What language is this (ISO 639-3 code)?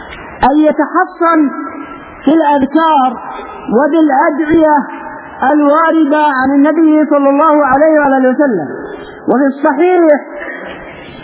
ara